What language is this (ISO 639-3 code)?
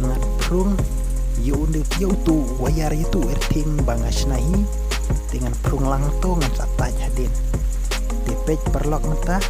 kha